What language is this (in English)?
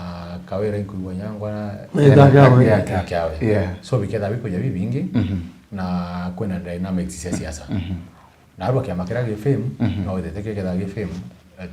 Meru